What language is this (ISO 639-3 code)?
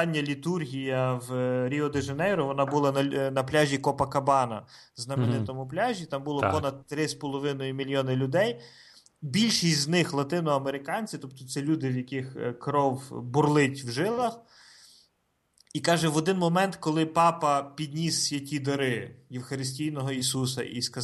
ukr